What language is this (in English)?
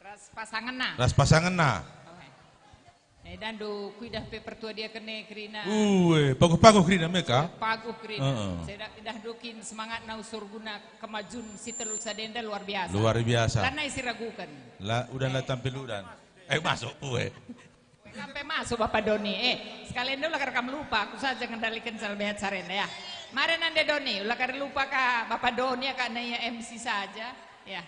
Batak Karo